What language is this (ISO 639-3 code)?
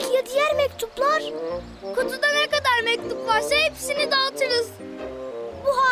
tur